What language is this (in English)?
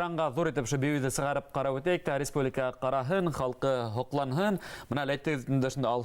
Bashkir